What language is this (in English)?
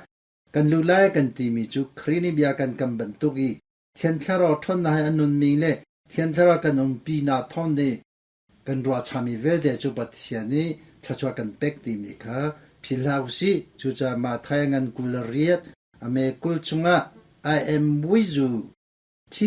Hakha Chin